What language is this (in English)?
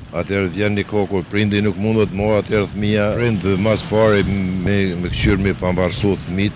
Albanian